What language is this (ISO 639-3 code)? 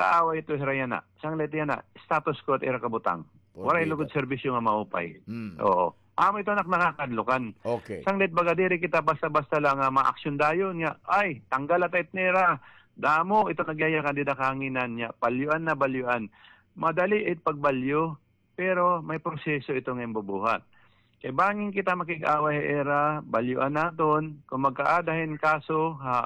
war